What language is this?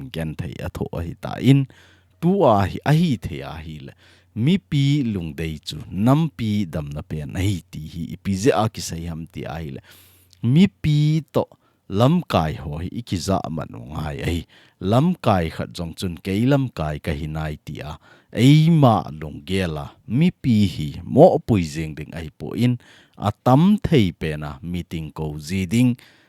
Thado Chin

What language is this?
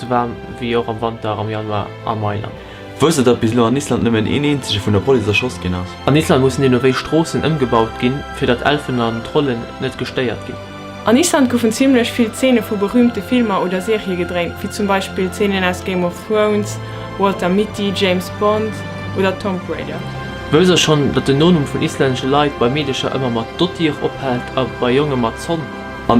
Luxembourgish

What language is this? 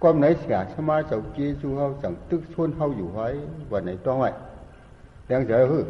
Shan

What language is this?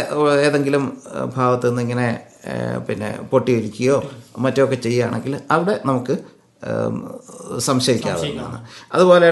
Malayalam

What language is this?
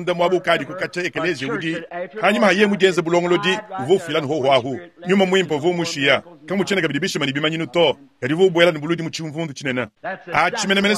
Luba-Lulua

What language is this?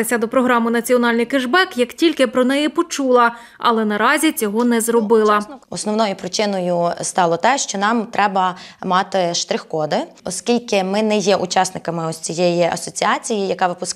Ukrainian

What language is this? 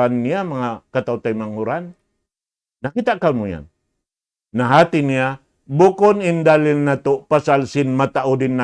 Tausug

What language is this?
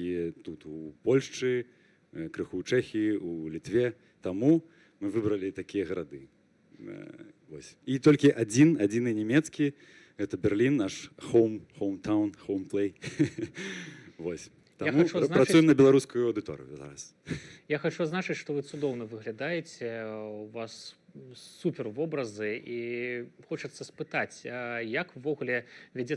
Belarusian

